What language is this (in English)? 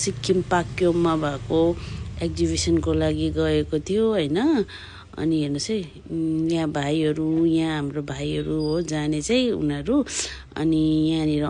Nepali